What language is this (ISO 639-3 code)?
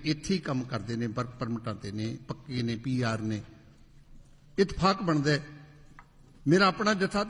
pan